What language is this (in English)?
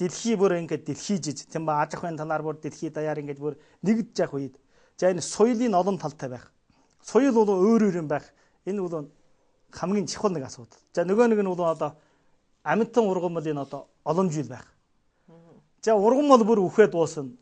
Mongolian